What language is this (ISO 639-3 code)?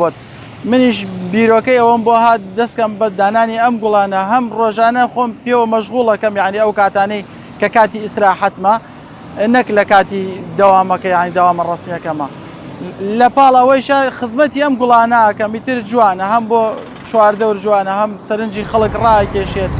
ckb